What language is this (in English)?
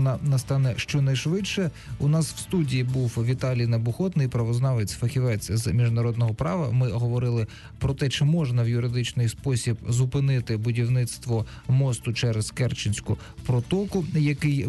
Ukrainian